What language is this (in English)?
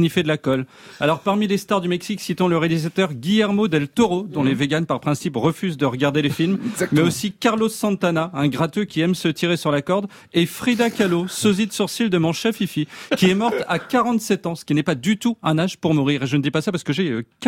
French